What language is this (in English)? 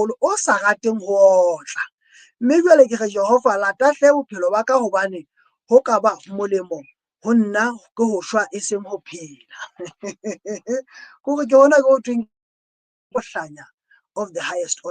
Southern Sotho